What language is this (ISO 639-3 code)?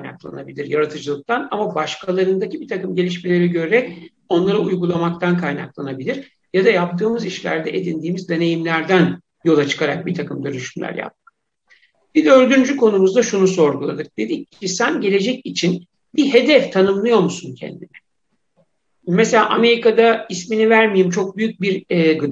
tur